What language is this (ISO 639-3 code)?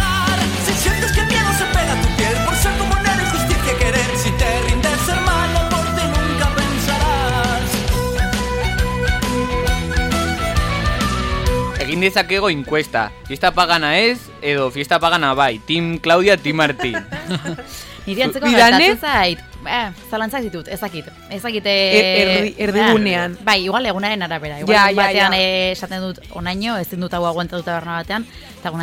eus